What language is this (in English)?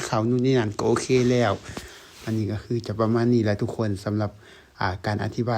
Lao